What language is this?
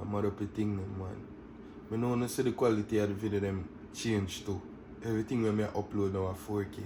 Jamaican Creole English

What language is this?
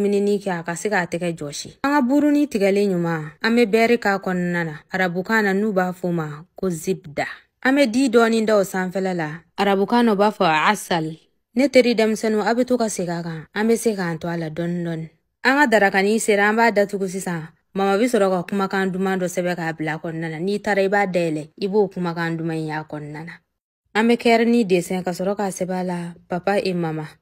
Bambara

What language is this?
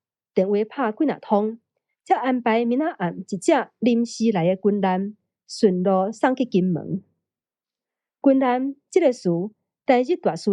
Min Nan Chinese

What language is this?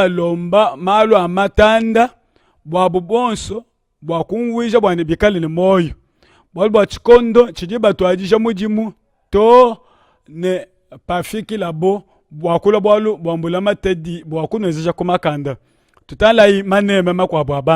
Luba-Lulua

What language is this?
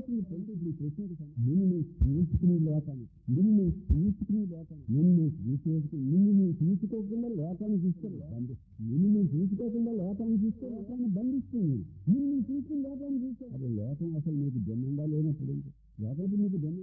Telugu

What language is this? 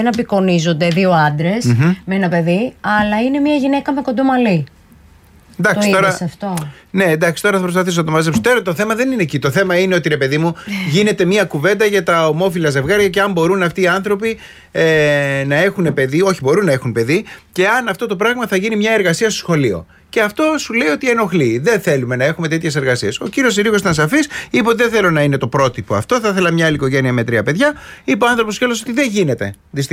Greek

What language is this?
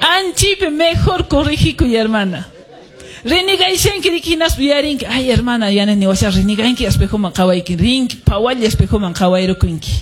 Quechua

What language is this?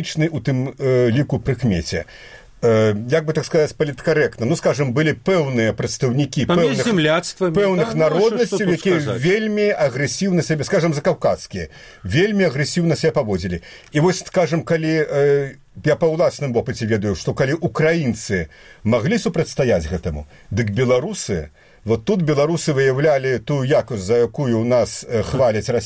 Belarusian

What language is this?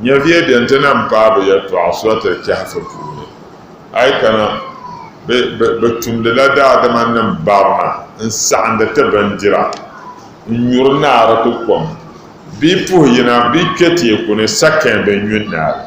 Dagbani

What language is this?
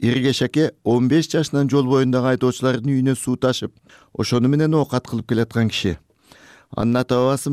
Kyrgyz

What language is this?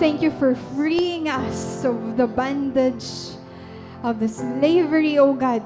Waray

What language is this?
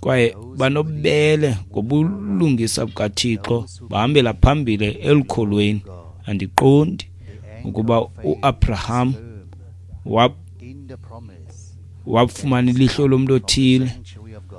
Xhosa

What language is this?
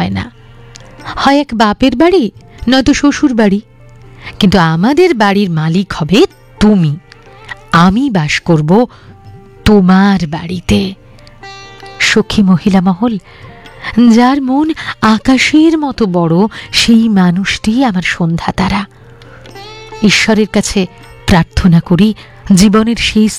Bangla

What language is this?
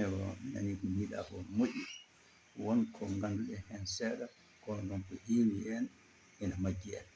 Fula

